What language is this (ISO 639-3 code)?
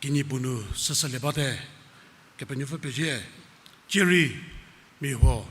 njm